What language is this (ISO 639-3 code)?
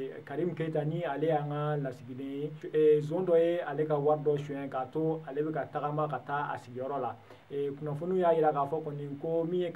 bam